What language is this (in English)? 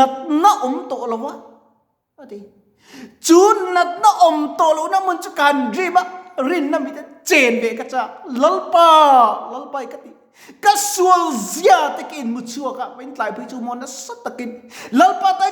Mizo